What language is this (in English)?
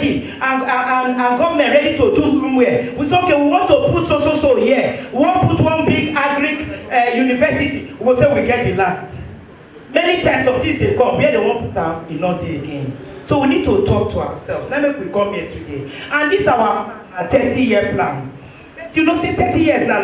Nigerian Pidgin